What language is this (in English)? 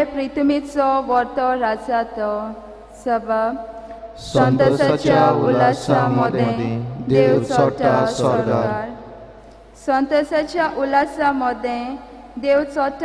Konkani